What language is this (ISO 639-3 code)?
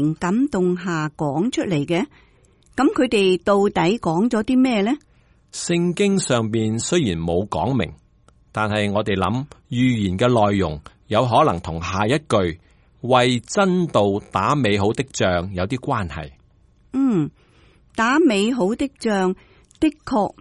yue